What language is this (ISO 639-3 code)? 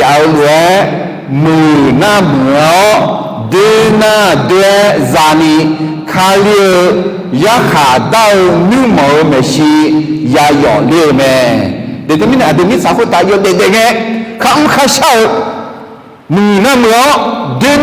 ahk